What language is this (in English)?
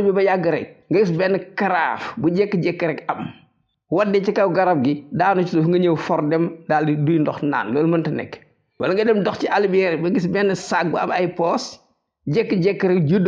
Wolof